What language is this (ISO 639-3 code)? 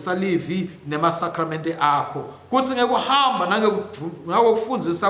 ssw